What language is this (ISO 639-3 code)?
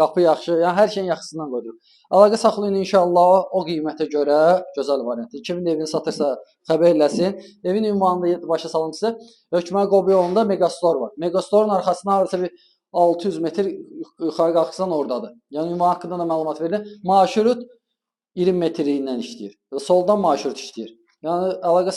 aze